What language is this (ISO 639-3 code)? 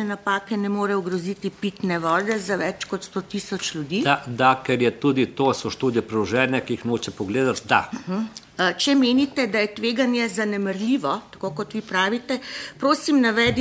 slv